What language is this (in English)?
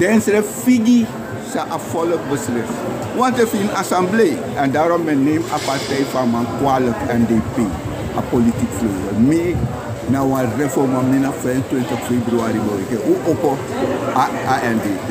Sranan Tongo